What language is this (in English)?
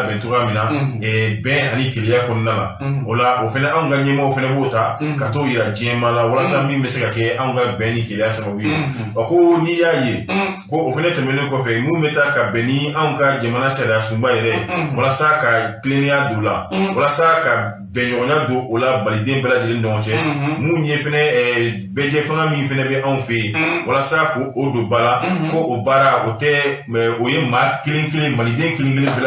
Bambara